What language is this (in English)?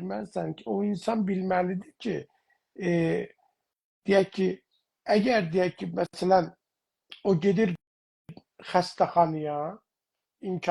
South Azerbaijani